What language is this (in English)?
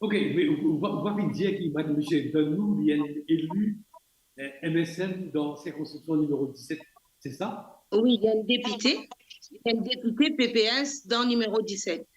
Morisyen